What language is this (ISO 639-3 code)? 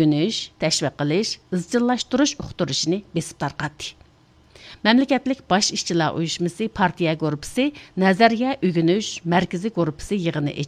uig